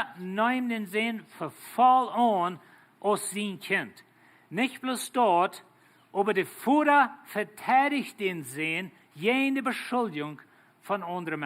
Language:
Plautdietsch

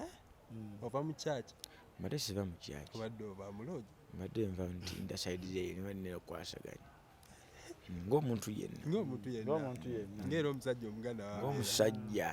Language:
Ganda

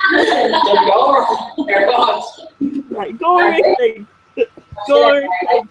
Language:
Irish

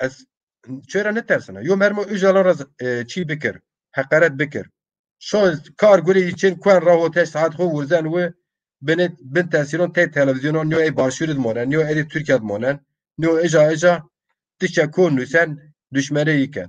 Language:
Zaza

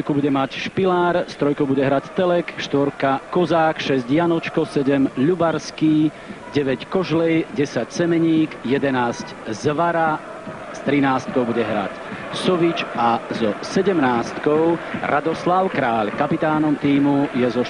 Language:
Slovak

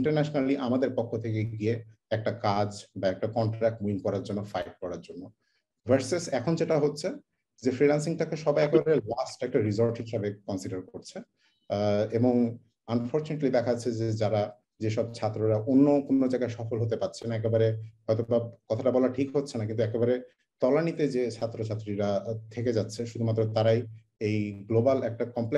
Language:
Bangla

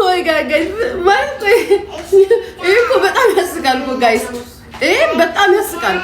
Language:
Amharic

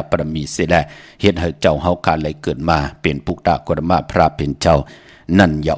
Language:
Shan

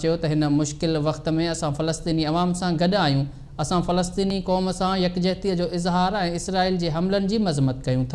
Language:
Sindhi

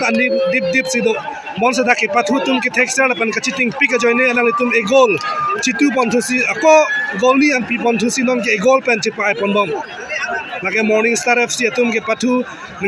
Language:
Karbi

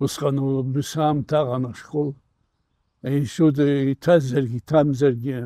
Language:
Abkhazian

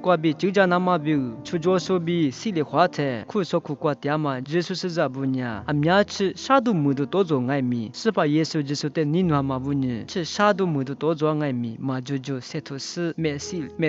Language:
Lisu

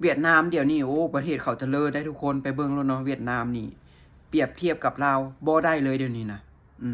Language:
Lao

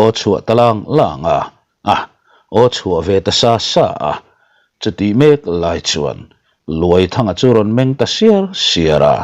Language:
Mizo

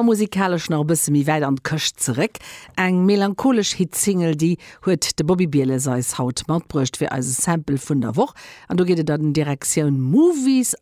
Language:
Luxembourgish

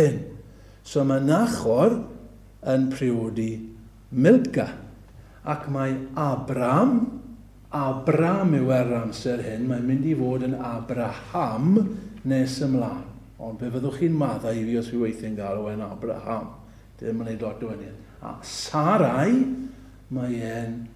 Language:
Welsh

